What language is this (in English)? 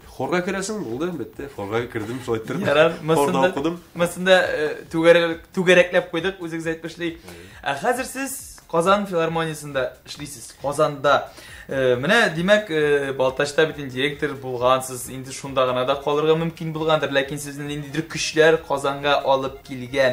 Tatar